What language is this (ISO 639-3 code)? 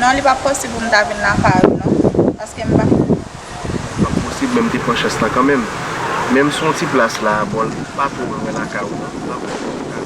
hat